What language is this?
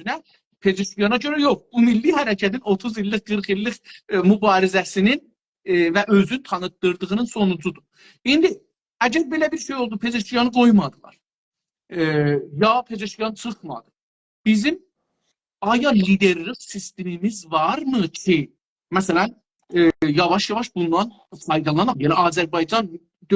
South Azerbaijani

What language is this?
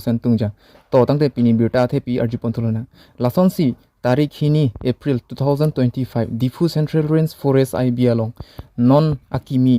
Karbi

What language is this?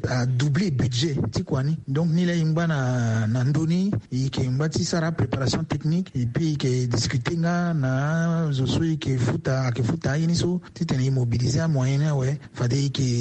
Sango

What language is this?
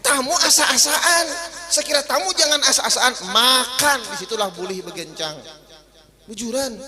Banjar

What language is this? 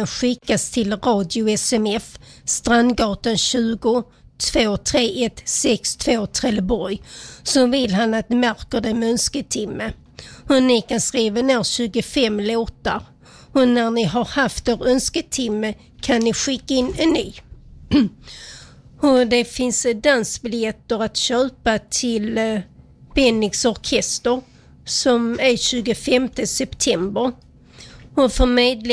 Swedish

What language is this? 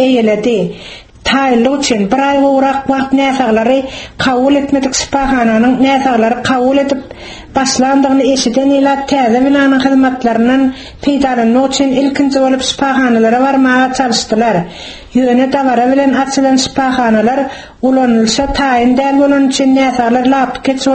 Turkmen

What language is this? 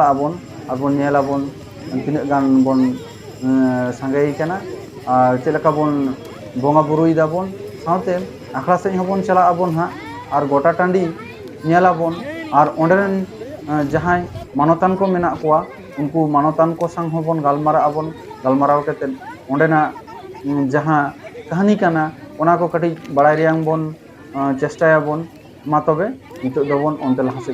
Santali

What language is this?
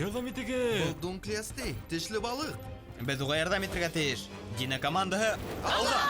Bashkir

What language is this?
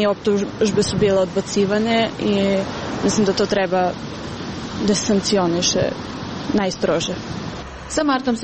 Serbian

